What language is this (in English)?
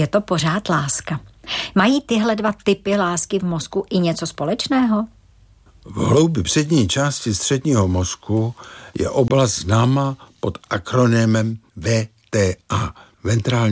Czech